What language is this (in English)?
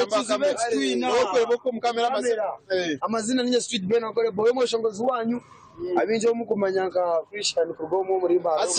Nyankole